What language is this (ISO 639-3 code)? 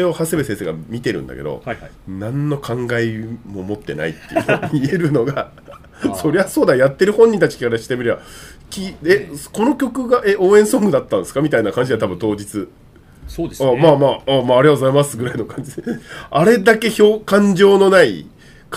jpn